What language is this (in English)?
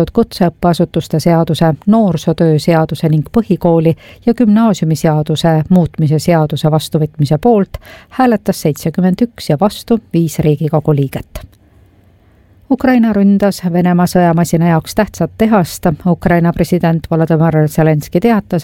Estonian